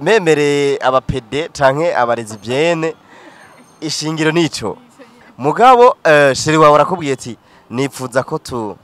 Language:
Rundi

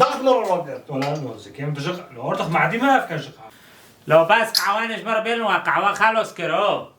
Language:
Kurdish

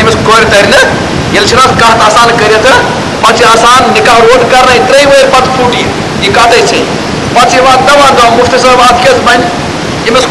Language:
Kashmiri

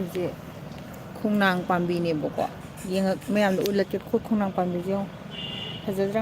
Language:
Manipuri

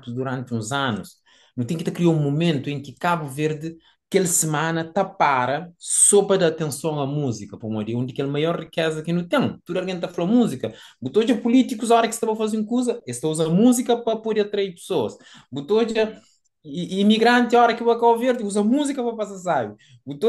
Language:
Kabuverdianu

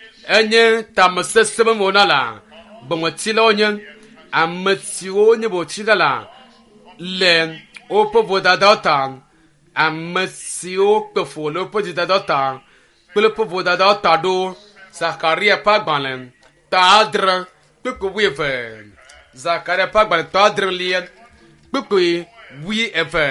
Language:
Ewe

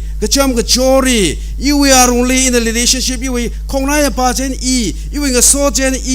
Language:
Tangkhul Naga (India)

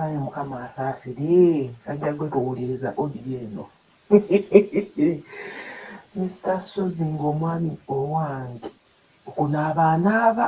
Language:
Ganda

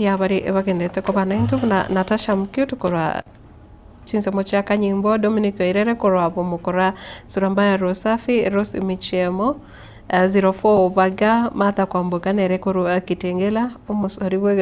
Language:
Gusii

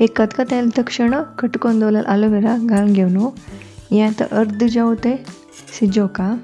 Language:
Konkani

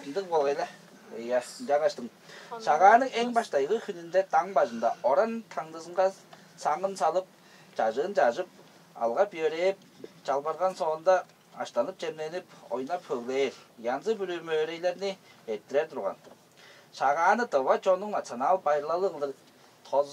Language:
Tuvinian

